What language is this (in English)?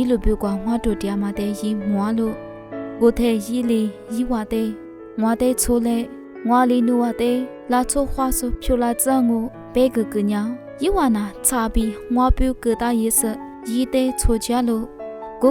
Lisu